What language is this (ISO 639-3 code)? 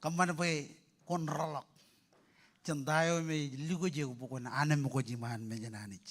mah